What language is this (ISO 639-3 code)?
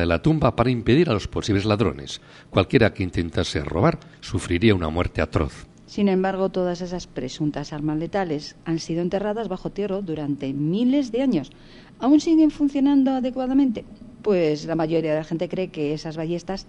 spa